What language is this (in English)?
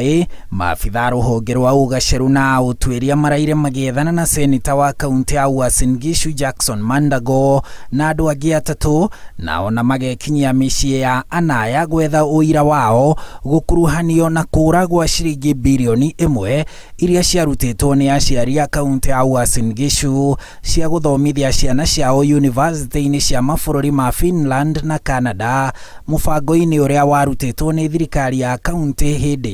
Kikuyu